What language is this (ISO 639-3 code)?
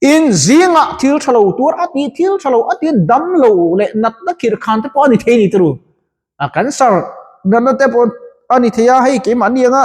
lus